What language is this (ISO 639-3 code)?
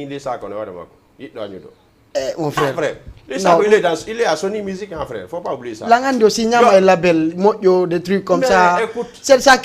ful